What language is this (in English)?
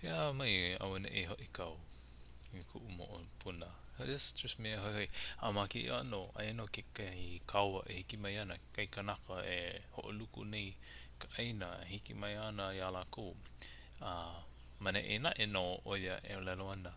Hawaiian